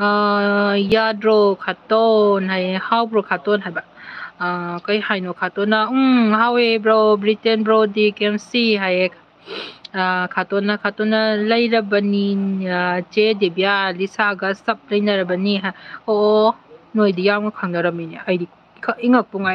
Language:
Manipuri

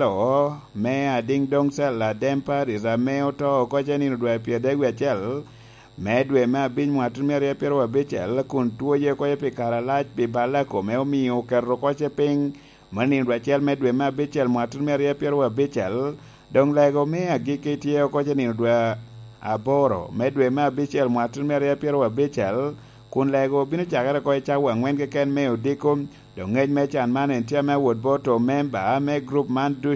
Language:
Lango (Uganda)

